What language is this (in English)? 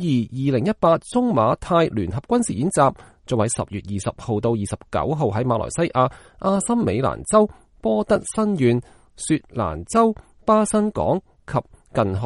Cantonese